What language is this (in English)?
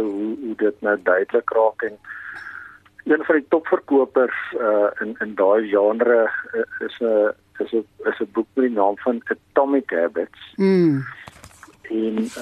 Afrikaans